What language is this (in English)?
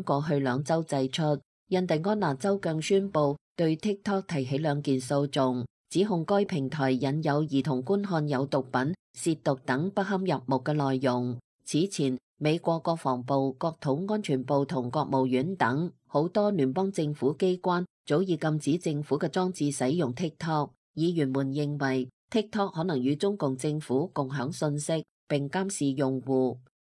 Cantonese